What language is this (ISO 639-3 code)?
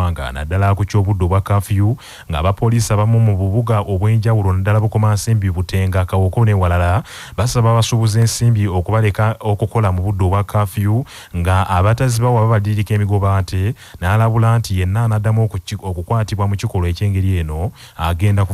lug